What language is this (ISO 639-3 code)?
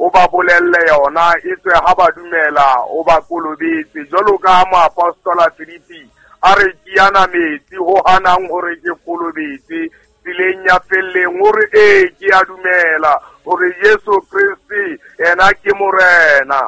sot